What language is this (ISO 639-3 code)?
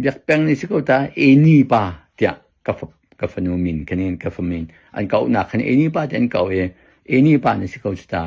cnh